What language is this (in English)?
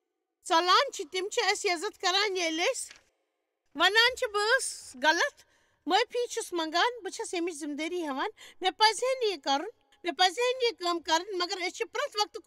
Kashmiri